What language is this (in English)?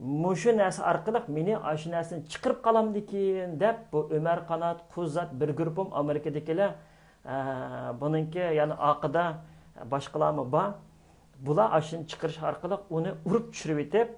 Uyghur